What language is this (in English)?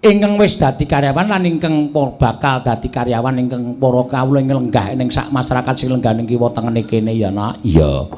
Javanese